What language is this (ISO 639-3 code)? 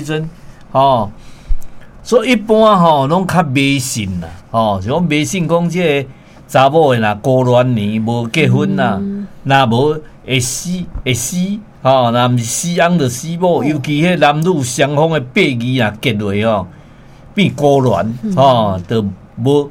nan